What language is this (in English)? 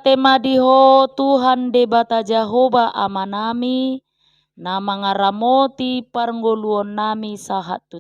Batak Toba